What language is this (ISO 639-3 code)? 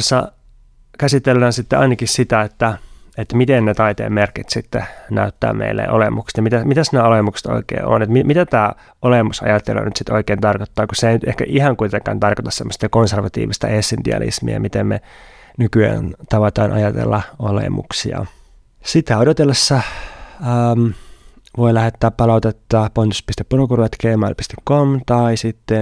fin